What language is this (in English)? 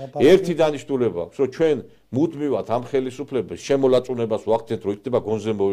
Georgian